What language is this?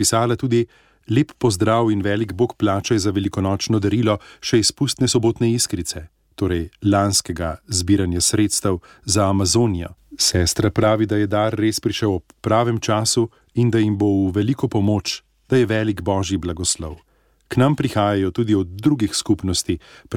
Slovenian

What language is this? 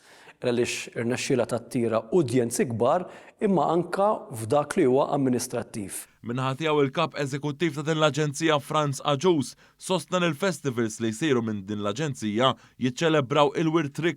Maltese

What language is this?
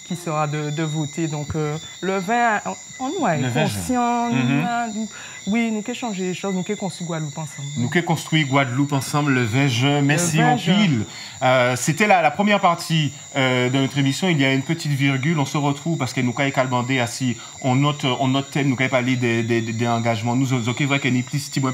French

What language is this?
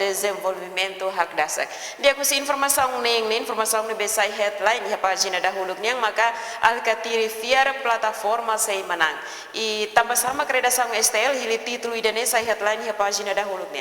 Tetum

